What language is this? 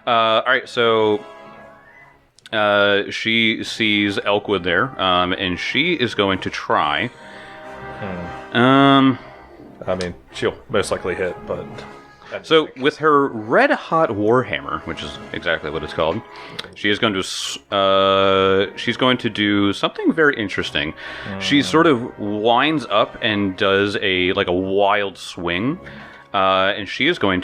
English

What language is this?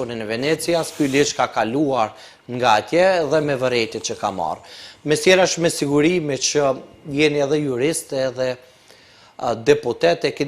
Albanian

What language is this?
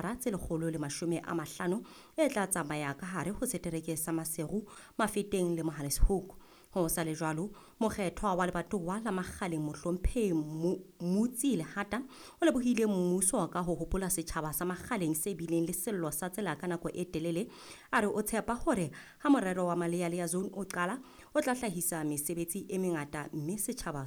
Southern Sotho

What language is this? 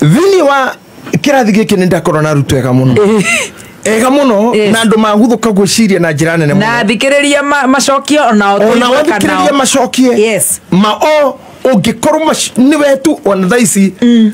Kikuyu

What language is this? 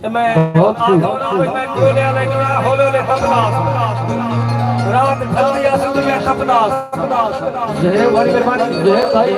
Saraiki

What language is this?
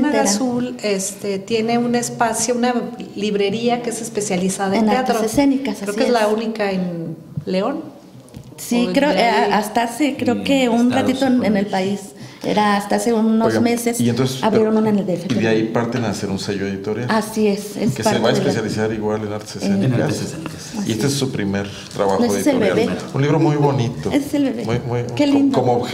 Spanish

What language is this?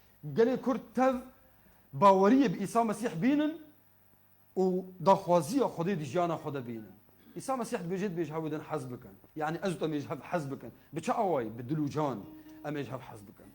Kurdish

